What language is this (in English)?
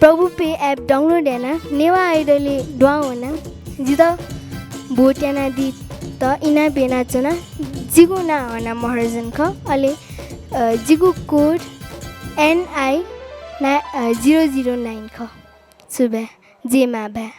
Newari